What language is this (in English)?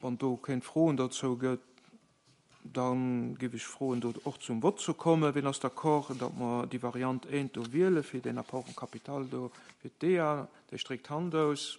Luxembourgish